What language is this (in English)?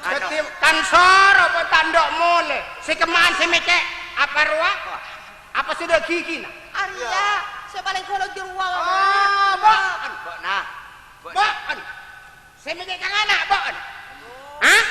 Madurese